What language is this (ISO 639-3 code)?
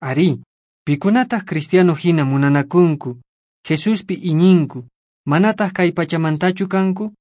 que